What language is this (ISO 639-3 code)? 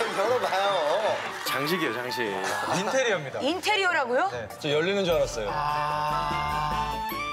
kor